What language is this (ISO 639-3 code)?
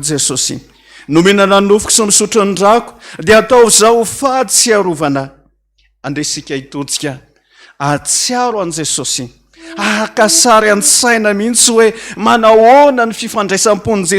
mlg